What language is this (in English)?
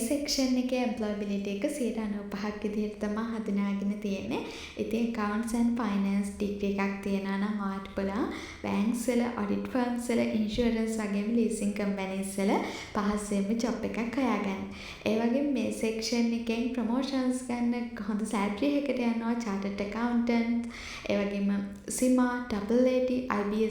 Sinhala